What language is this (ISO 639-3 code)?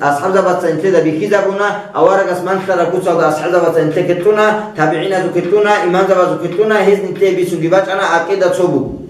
ava